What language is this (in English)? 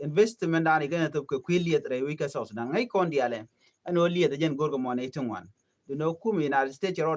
Nuer